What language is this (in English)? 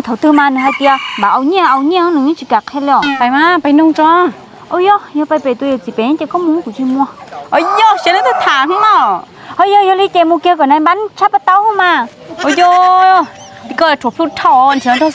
Hmong